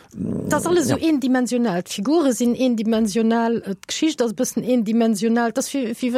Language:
Luxembourgish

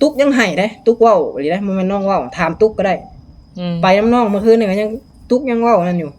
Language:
Northeastern Thai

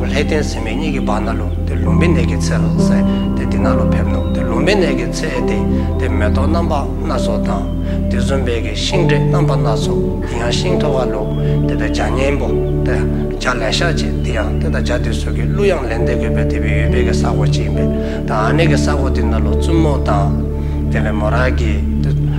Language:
Dzongkha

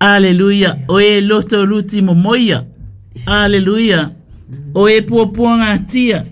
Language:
Samoan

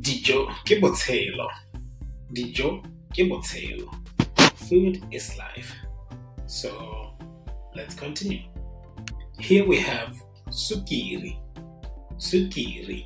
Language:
Tswana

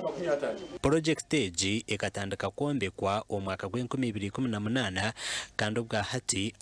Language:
Nyankole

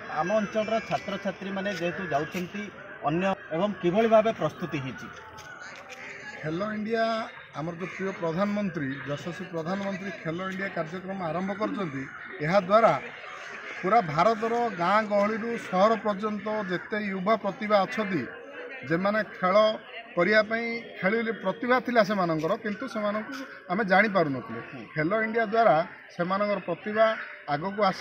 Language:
Odia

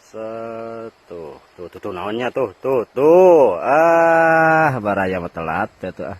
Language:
Sundanese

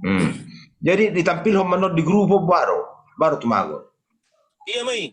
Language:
Batak Toba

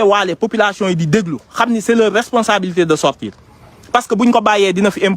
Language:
Wolof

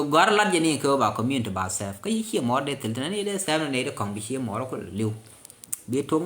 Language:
Nuer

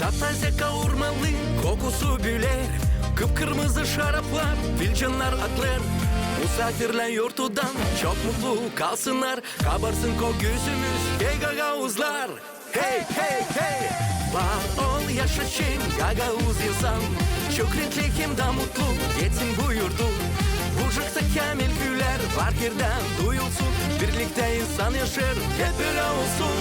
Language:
Gagauz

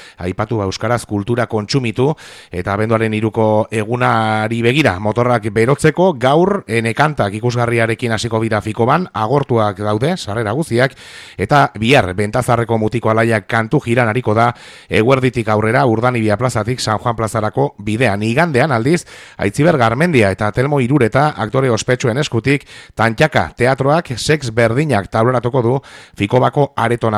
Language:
Basque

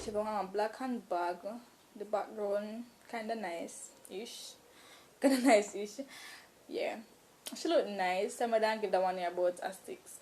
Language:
Jamaican Creole English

